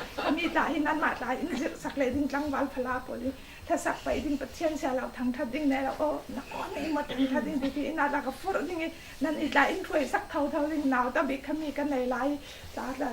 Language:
Falam Chin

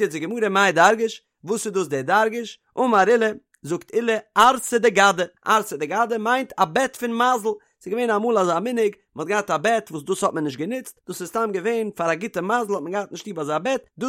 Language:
Yiddish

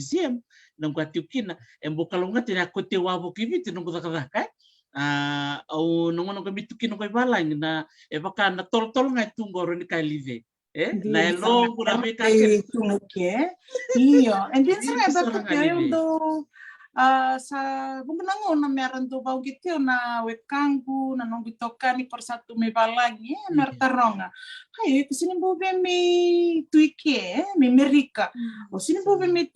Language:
Fijian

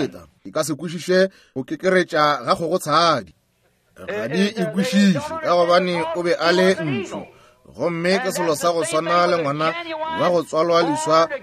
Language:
Northern Sotho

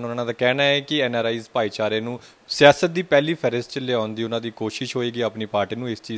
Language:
Punjabi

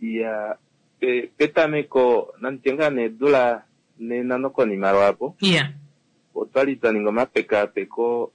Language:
Kuanyama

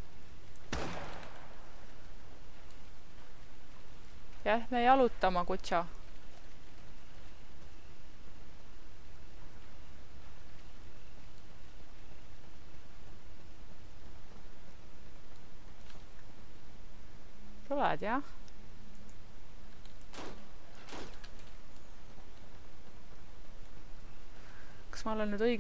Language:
Estonian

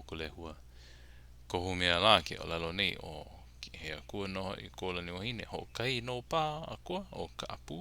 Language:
Hawaiian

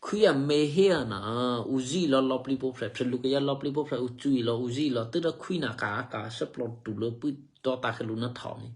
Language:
Eastern Kayah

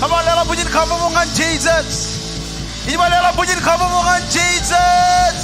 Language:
Marshallese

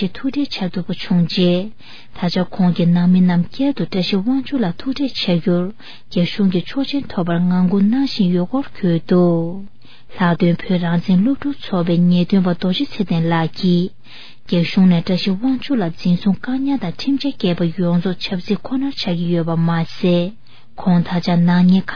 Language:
Tibetan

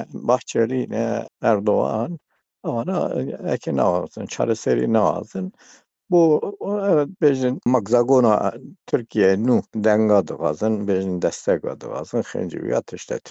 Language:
Kurdish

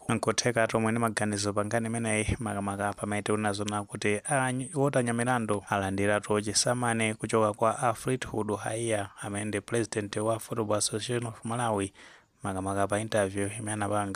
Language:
Nyanja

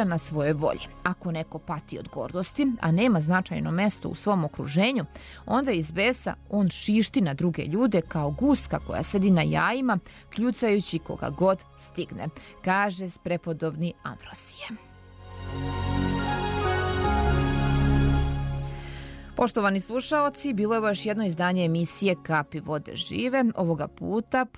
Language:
Serbian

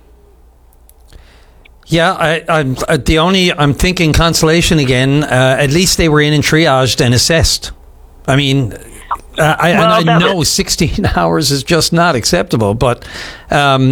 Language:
English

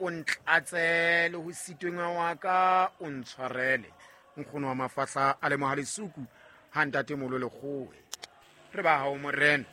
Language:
Southern Sotho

